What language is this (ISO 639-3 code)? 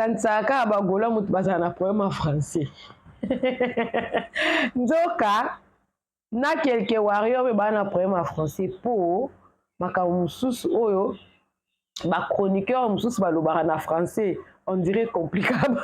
lin